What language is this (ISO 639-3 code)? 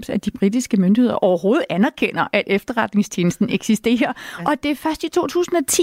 dan